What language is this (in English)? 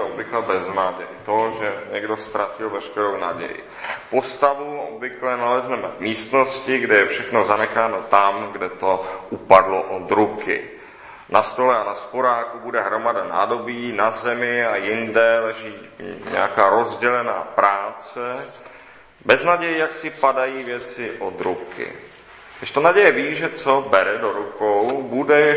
Czech